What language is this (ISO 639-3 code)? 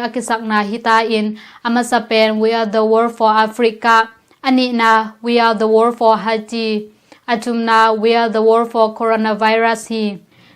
ctd